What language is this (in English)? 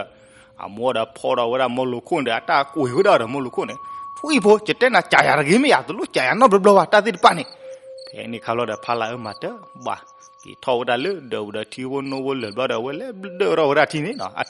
S'gaw Karen